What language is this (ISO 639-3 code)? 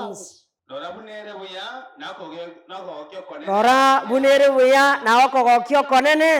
guz